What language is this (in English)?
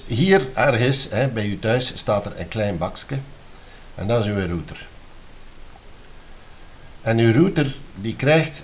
Dutch